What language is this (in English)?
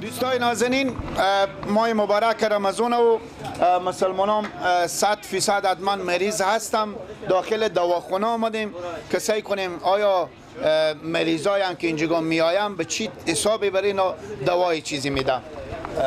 Persian